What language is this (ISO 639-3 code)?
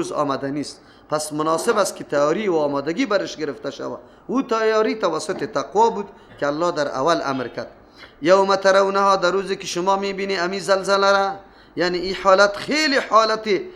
fas